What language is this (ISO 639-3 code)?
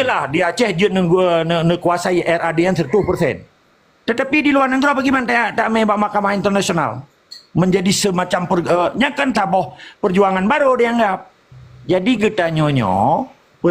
ace